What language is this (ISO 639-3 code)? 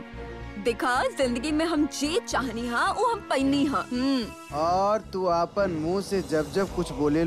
bho